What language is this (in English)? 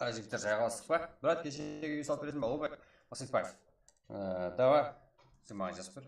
Kara-Kalpak